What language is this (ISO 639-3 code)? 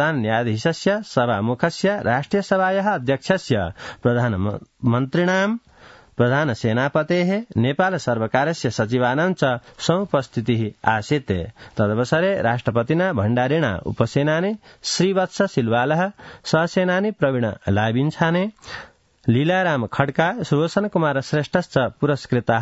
san